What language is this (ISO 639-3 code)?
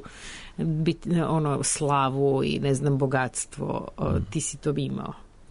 srp